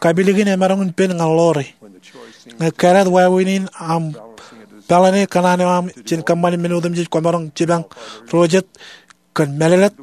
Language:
Marshallese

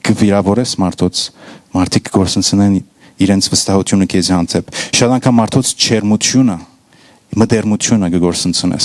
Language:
Western Armenian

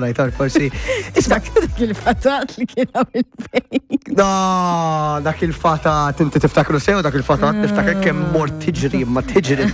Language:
Maltese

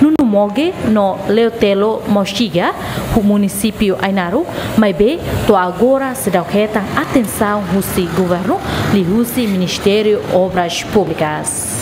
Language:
Tetum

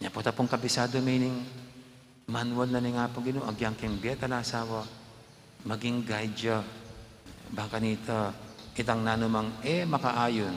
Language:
Pampanga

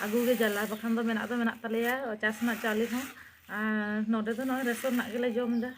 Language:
Santali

